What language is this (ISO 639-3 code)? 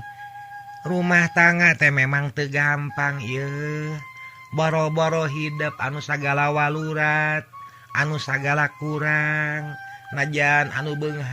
sun